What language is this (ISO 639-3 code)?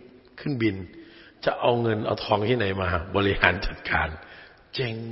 tha